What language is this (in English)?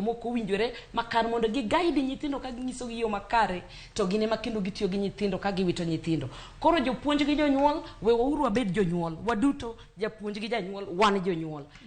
Luo (Kenya and Tanzania)